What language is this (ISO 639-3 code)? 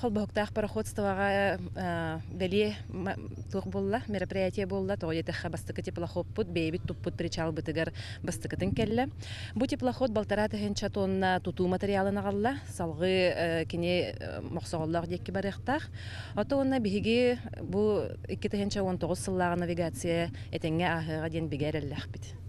sah